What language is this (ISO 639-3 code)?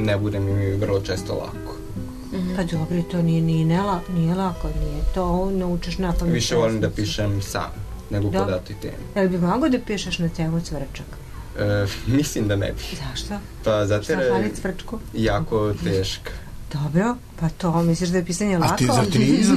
srp